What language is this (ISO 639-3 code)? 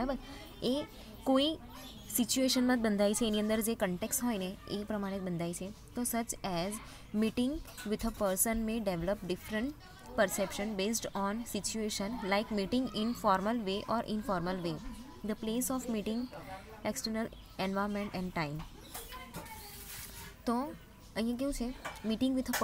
guj